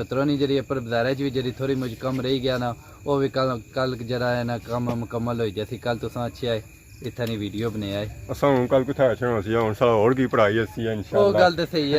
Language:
Pahari-Potwari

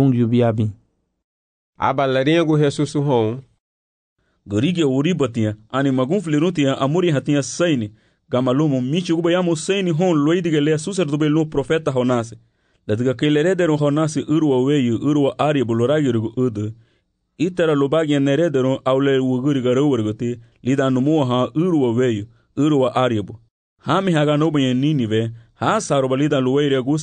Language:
Garifuna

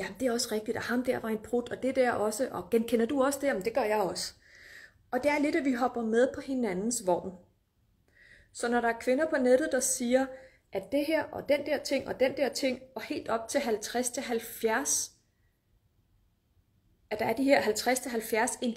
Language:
Danish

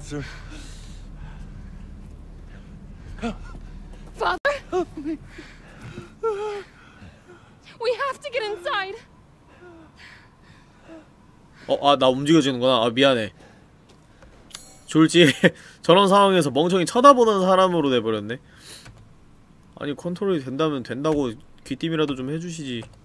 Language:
Korean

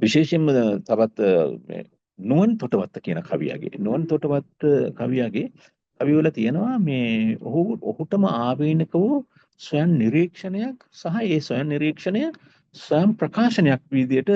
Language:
Sinhala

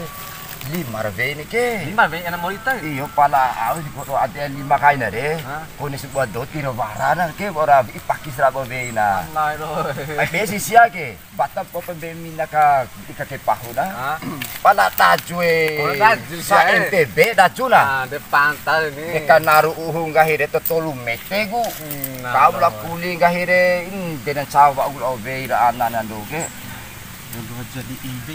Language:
Bima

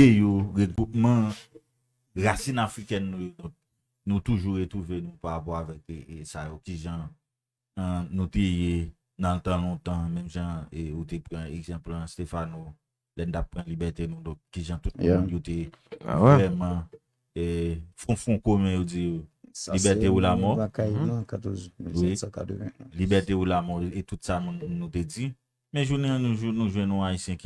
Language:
Haitian Creole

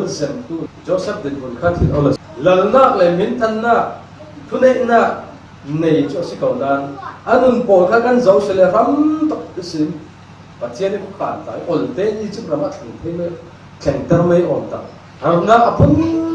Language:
Falam Chin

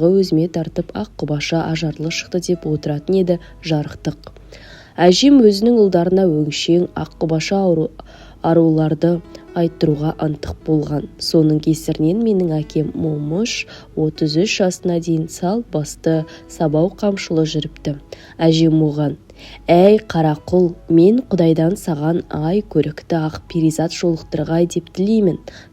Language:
Kazakh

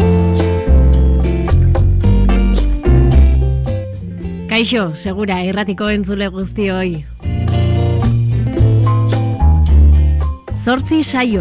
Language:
Basque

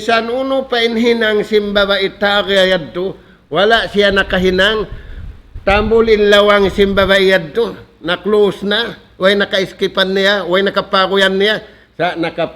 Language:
Tausug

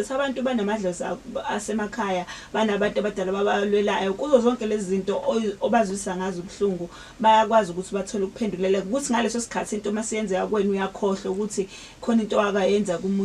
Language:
Zulu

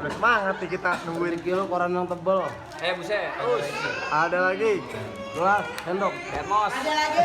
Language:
Betawi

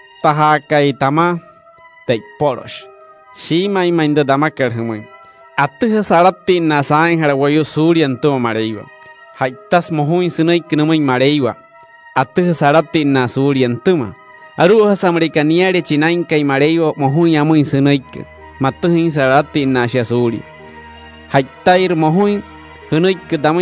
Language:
Wayuu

